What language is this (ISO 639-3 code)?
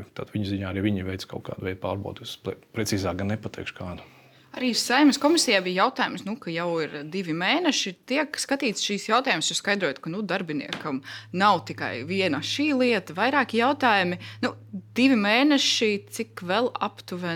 lav